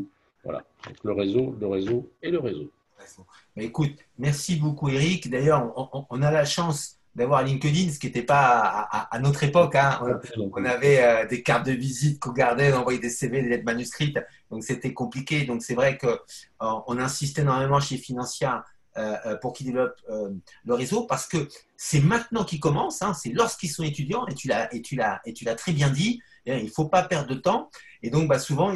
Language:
French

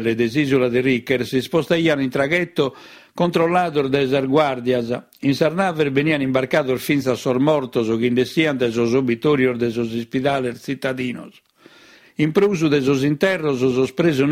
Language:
Sardinian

